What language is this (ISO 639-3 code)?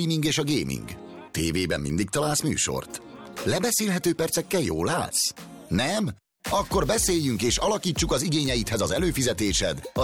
hun